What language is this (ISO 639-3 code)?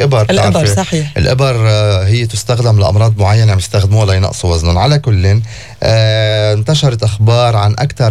apc